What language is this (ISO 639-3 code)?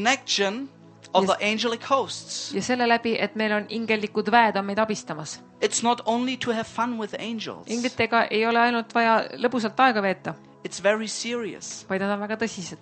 est